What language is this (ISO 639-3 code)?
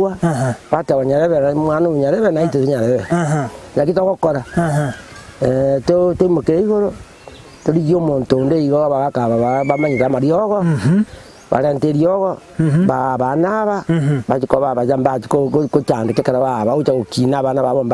guz